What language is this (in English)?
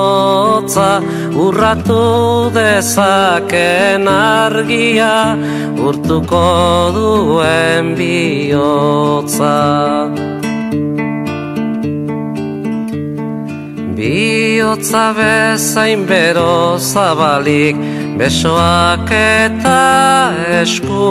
Basque